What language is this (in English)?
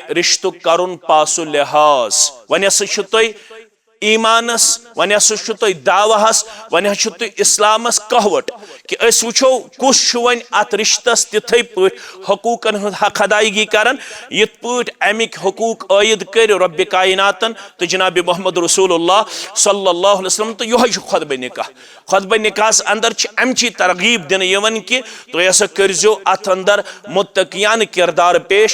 Kashmiri